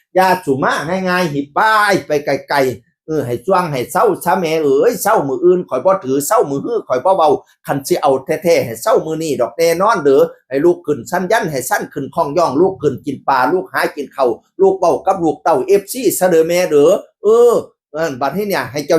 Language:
Northeastern Thai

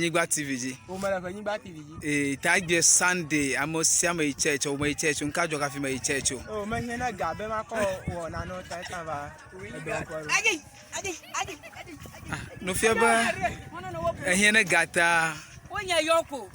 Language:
Ewe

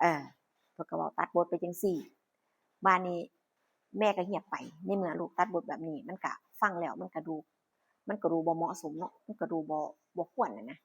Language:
Northeastern Thai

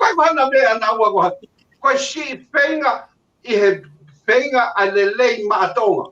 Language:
Tongan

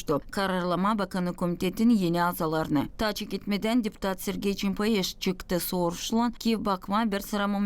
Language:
Gagauz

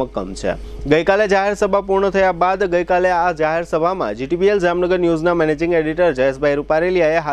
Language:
Gujarati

